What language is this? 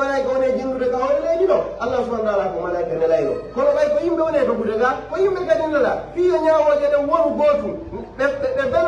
Pular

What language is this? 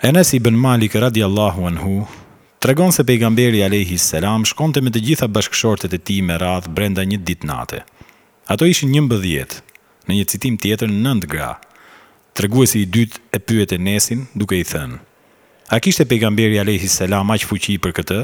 Albanian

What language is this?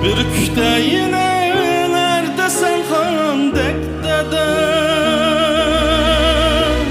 Uyghur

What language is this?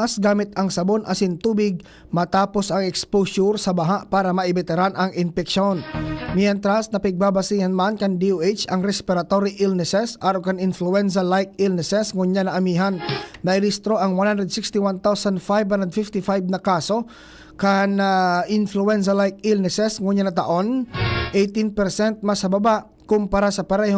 Bikol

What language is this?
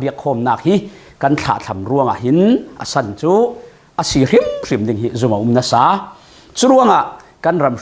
Falam Chin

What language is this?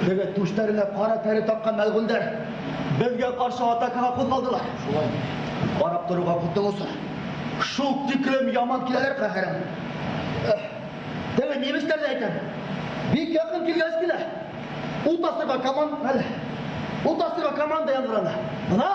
Bashkir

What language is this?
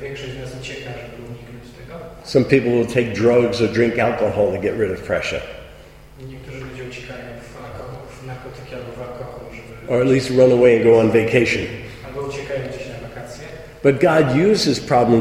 Polish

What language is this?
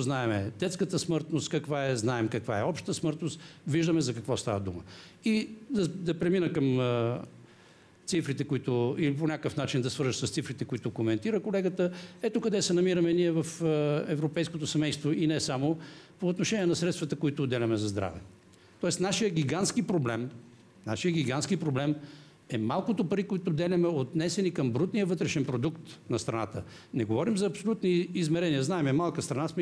Bulgarian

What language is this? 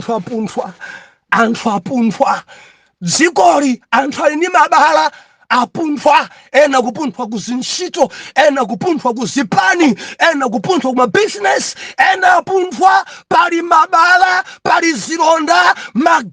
Nyanja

